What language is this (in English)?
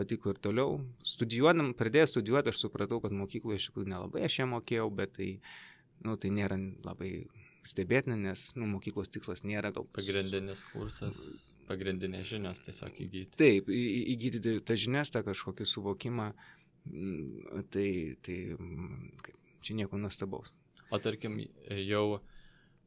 Lithuanian